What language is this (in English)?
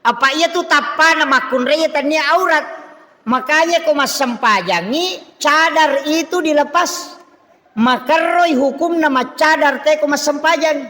Buginese